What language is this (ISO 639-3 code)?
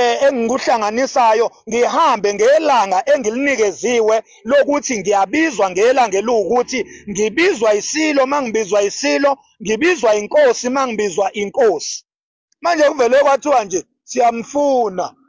zul